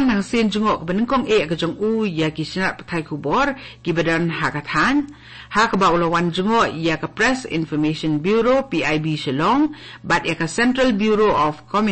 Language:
Khasi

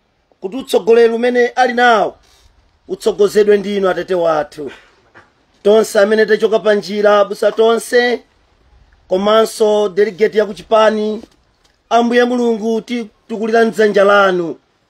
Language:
Nyanja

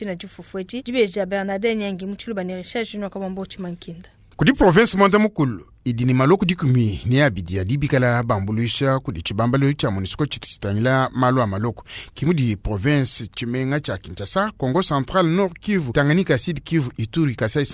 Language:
Luba-Lulua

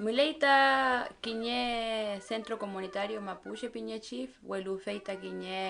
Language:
Mapuche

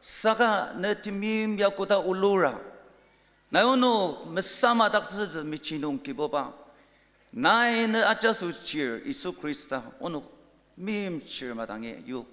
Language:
Ao Naga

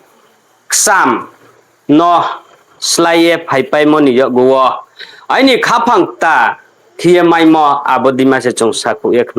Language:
Riang (India)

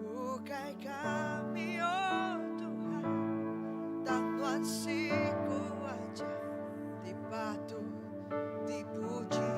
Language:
Iban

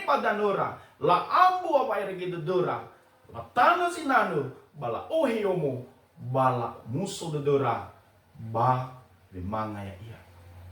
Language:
Nias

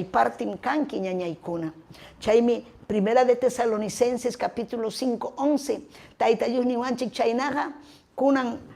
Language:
Ayacucho Quechua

